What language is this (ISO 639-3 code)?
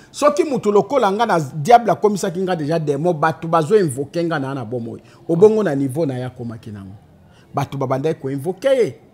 lin